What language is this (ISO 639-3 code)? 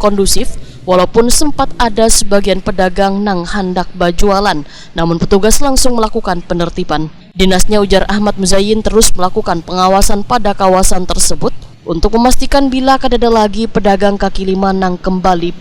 bjn